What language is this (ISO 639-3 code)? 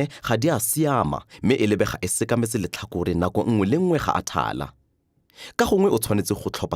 tsn